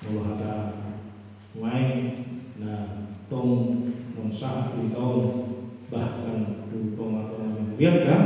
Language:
Batak Toba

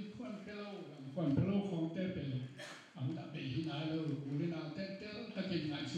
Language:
Tedim Chin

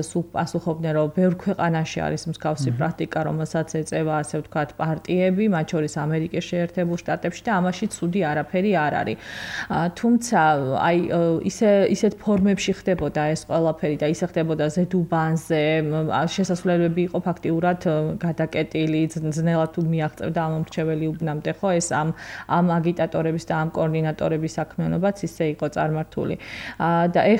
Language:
Georgian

